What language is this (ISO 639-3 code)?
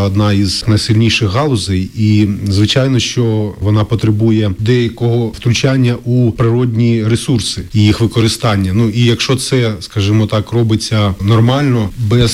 ukr